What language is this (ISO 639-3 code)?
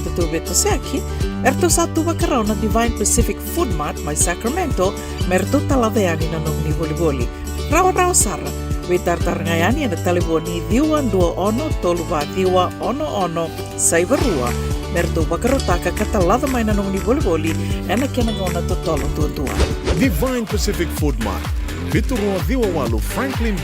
fij